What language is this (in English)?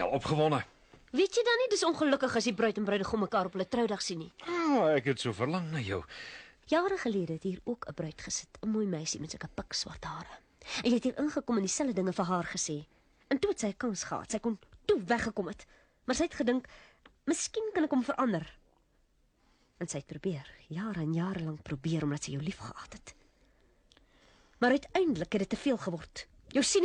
Afrikaans